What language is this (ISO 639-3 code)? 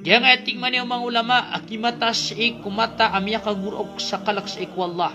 mrw